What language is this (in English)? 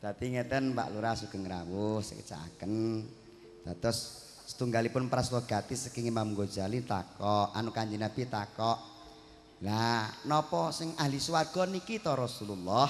Javanese